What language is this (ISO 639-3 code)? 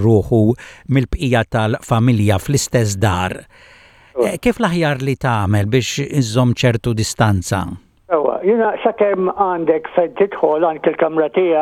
mlt